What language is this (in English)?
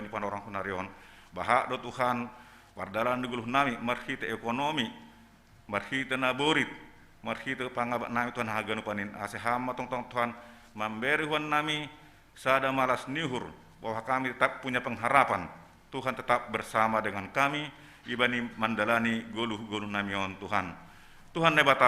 Batak Simalungun